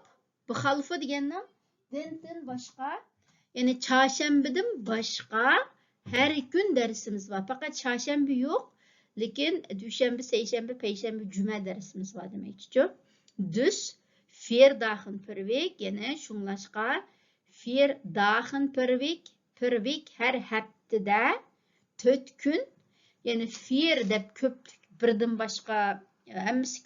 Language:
Uyghur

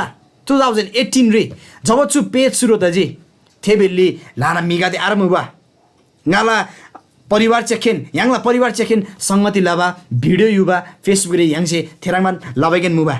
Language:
Eastern Tamang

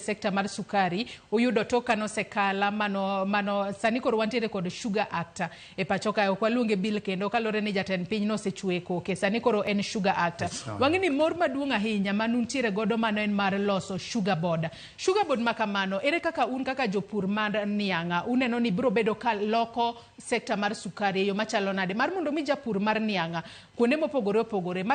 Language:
Luo (Kenya and Tanzania)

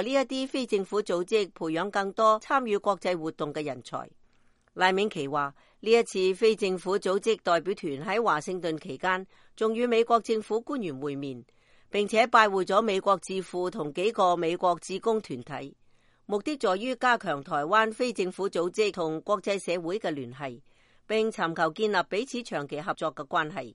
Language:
Cantonese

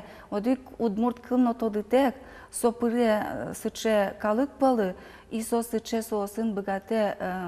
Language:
Udmurt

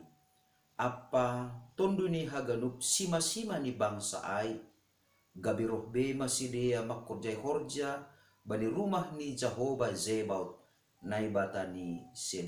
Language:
Batak Simalungun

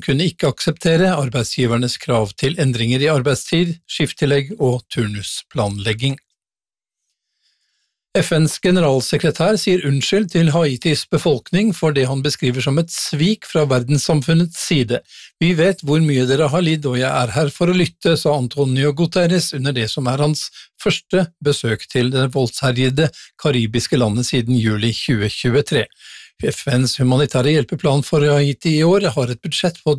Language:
Norwegian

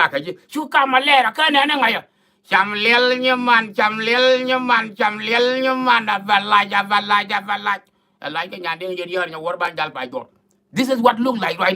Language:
Nuer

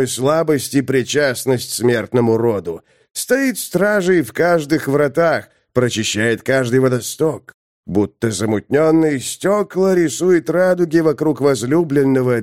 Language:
Russian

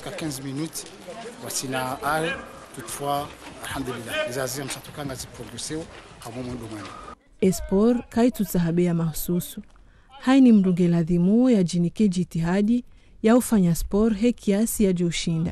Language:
Ngazidja Comorian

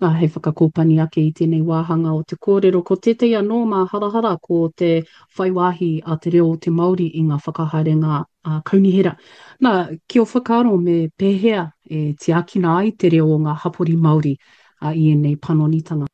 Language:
Māori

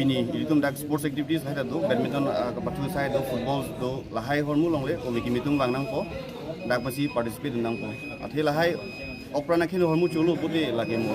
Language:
Karbi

